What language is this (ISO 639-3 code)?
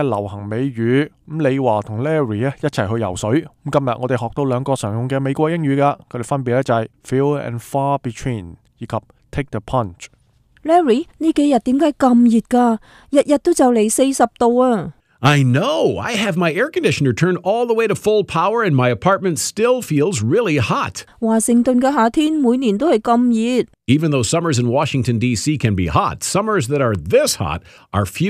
yue